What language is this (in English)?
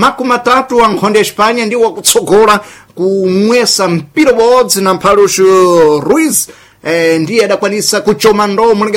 Sena